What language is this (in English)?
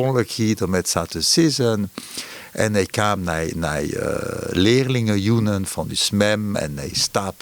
Western Frisian